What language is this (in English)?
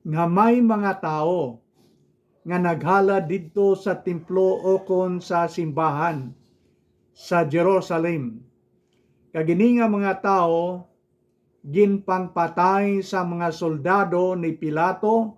Hiligaynon